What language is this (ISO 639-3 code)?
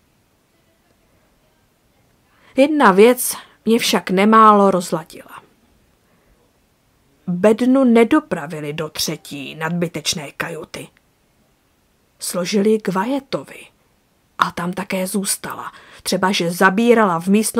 ces